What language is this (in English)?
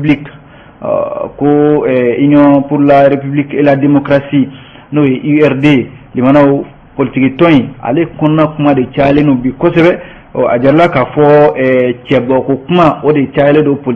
Bambara